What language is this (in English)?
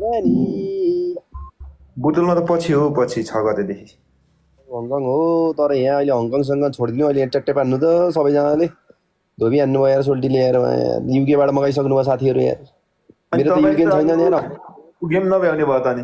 Nepali